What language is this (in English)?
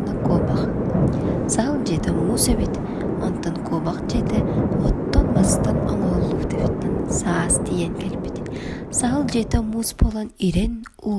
Yakut